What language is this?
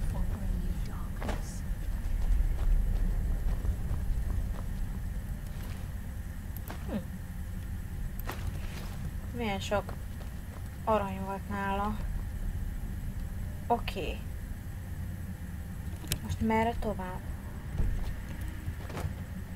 Hungarian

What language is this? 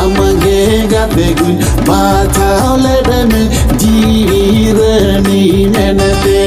Santali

